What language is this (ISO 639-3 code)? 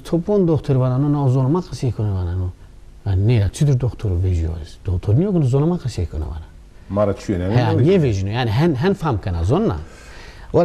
zza